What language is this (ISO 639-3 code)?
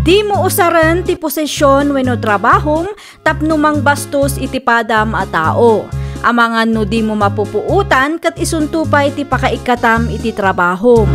ilo